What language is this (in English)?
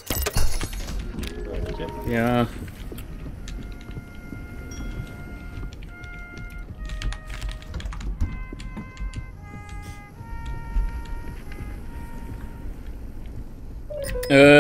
French